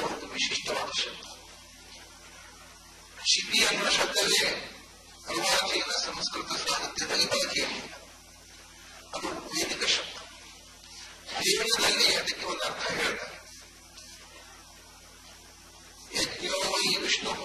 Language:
Kannada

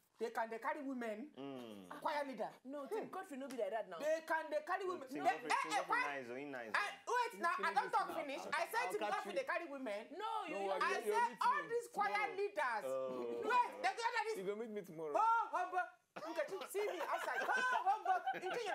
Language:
Nigerian Pidgin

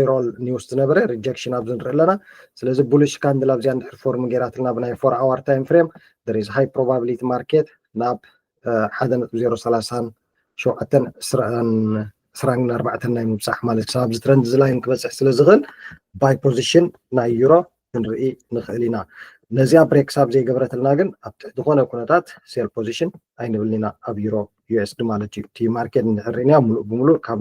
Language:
Tigrinya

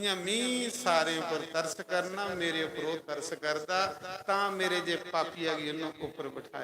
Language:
Dogri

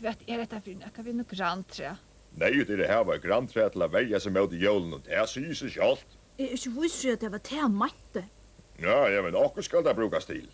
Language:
Faroese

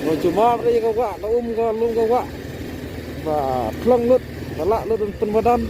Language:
Khasi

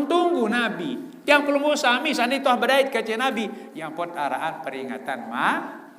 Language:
Sasak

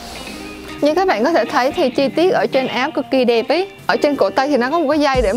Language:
Vietnamese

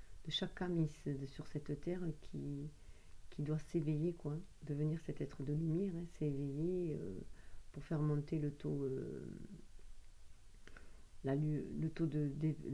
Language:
French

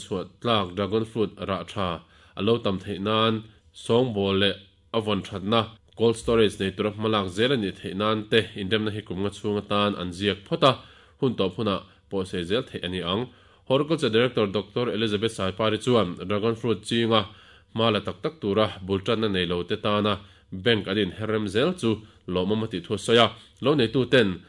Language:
Mizo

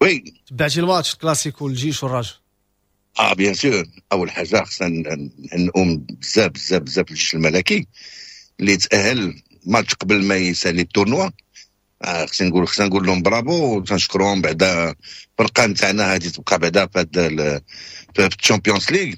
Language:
Moroccan Arabic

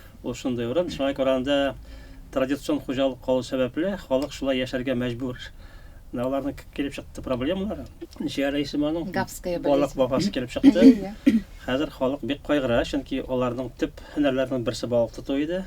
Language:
Tatar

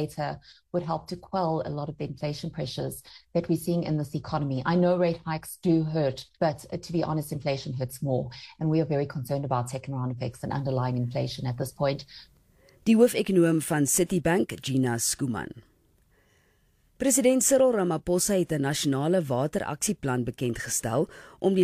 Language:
Afrikaans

